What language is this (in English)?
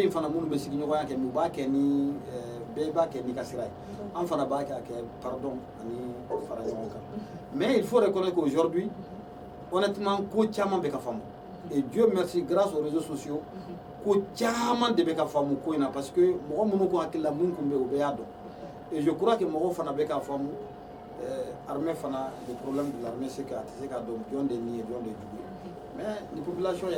Bambara